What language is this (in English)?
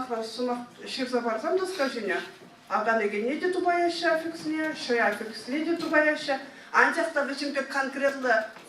Chuvash